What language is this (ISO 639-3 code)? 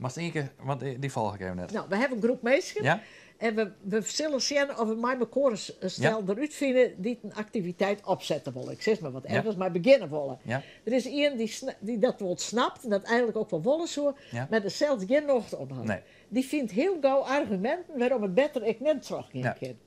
fry